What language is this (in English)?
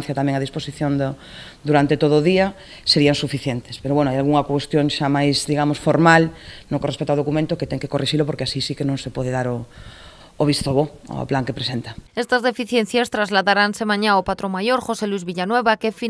Galician